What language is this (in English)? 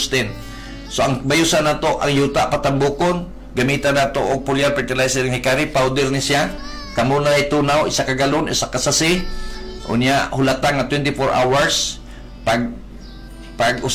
Cebuano